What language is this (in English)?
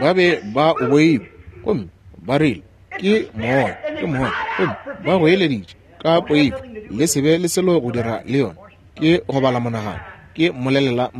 Northern Sotho